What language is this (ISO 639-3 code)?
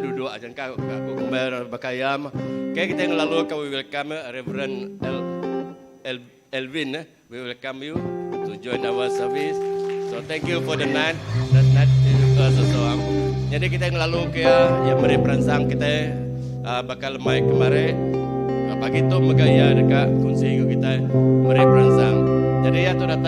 iba